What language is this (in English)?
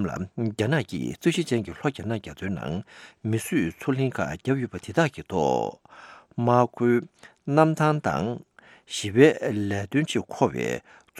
Tibetan